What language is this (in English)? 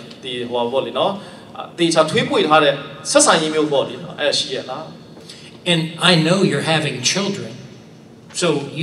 Burmese